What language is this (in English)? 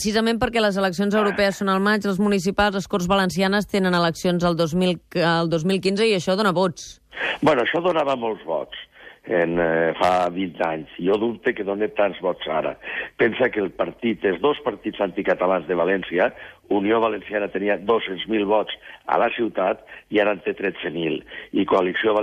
Catalan